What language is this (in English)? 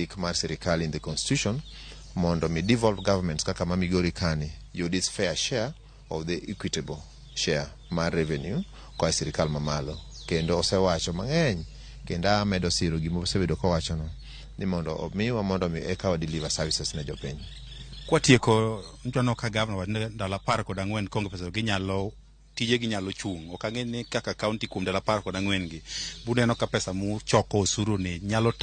Luo (Kenya and Tanzania)